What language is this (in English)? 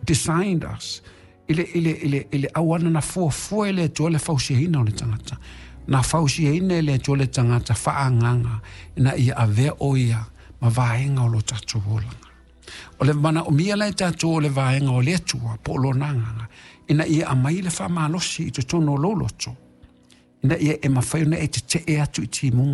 Samoan